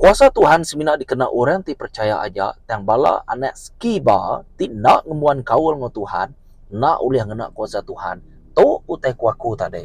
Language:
Iban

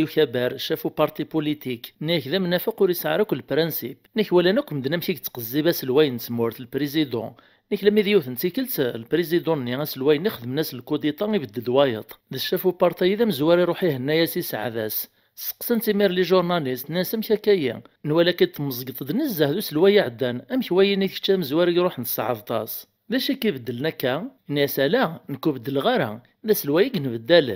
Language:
Kabyle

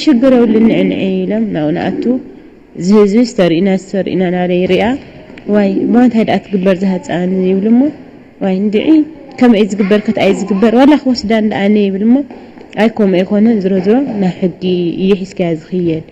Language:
Tigrinya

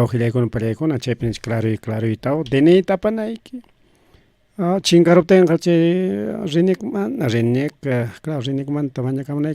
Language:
Ayacucho Quechua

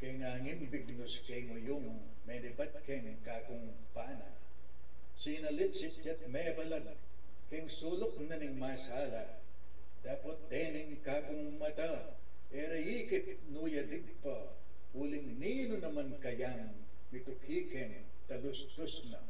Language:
Pampanga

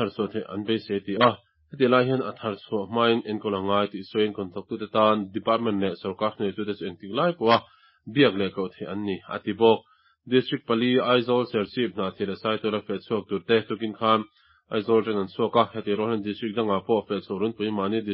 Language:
Mizo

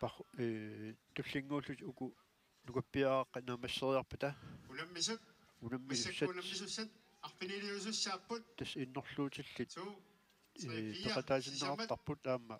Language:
Kalaallisut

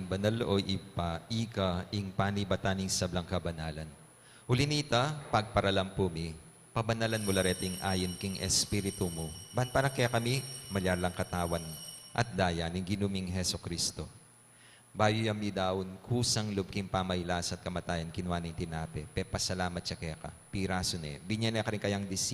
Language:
Pampanga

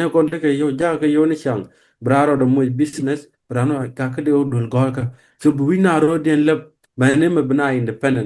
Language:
Nuer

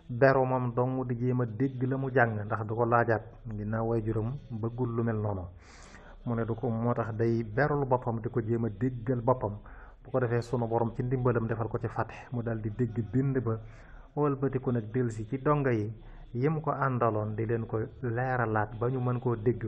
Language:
Wolof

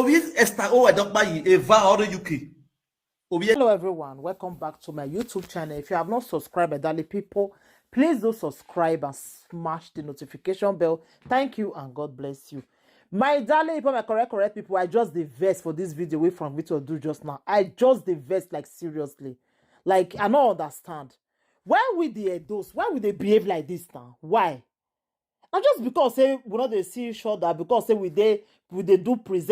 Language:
Nigerian Pidgin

